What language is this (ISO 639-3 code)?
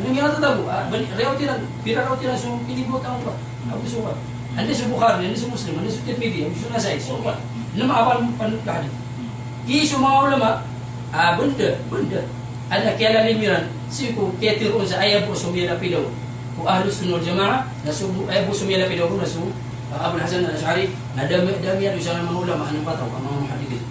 mrw